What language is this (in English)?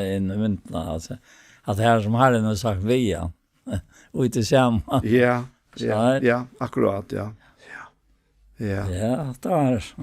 Faroese